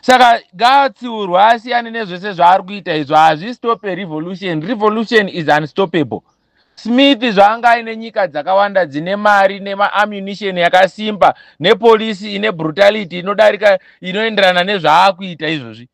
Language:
Shona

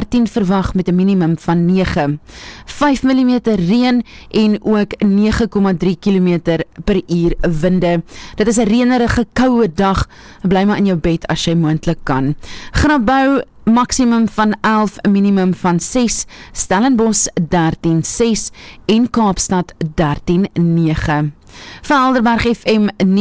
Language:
Afrikaans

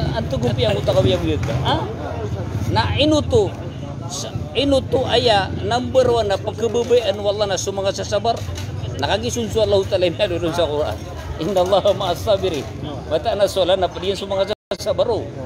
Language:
Maranao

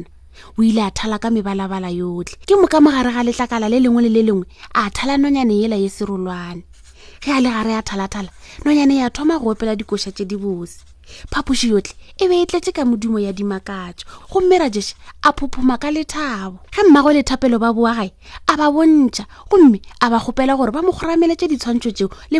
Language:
Northern Sotho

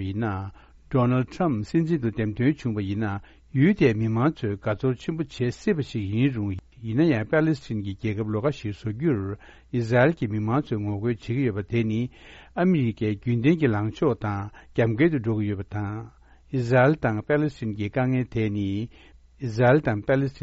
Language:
Tibetan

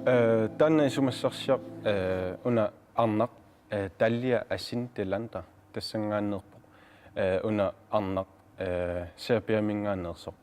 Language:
Kalaallisut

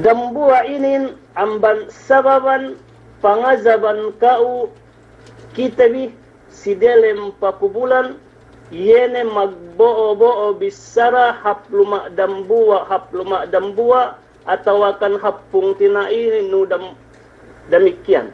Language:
Yakan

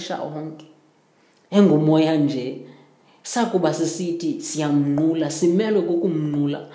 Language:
Xhosa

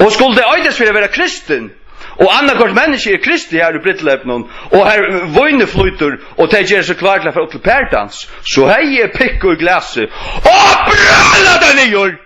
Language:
Faroese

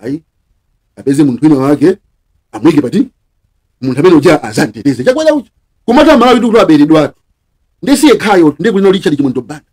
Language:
Nyanja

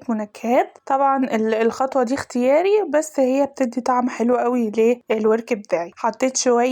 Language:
Egyptian Arabic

